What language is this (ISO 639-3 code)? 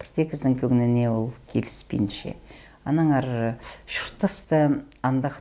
kjh